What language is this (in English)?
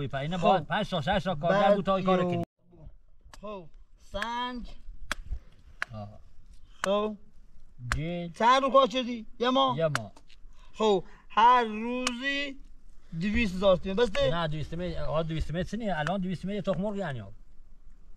Persian